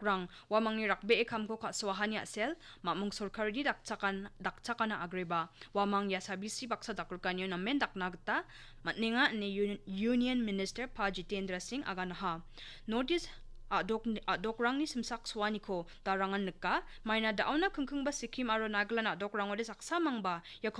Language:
Garo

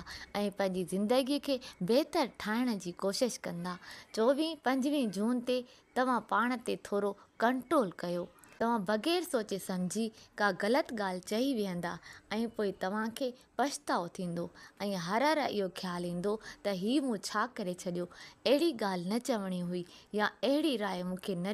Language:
Sindhi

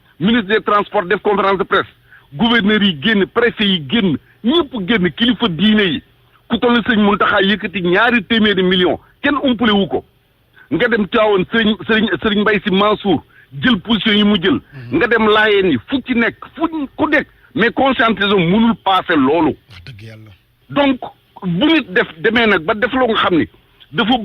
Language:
Wolof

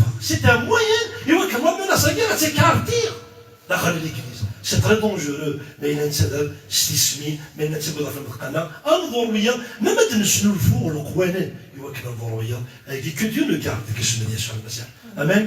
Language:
Kabyle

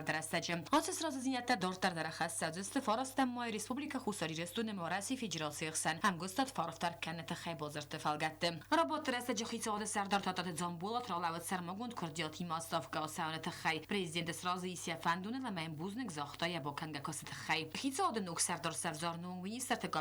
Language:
Ossetic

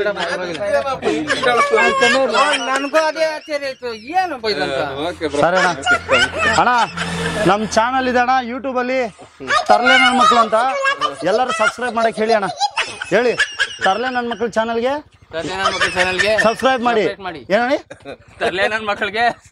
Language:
Kannada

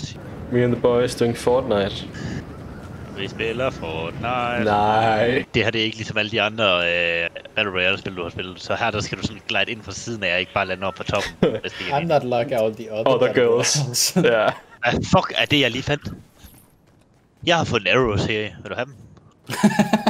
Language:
Danish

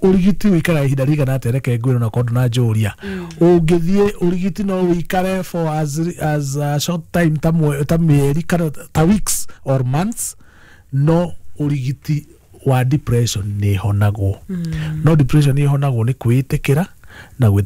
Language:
Kikuyu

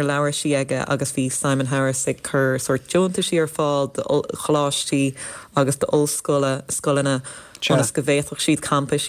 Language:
Irish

